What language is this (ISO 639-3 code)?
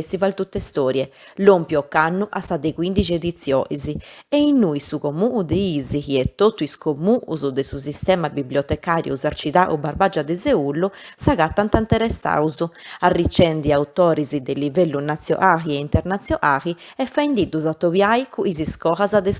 srd